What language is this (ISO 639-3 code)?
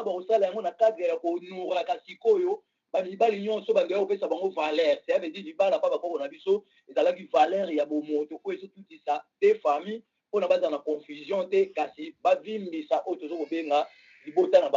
lin